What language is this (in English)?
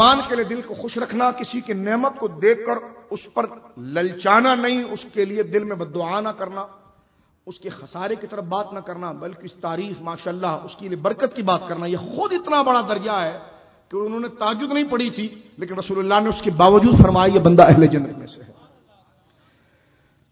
Urdu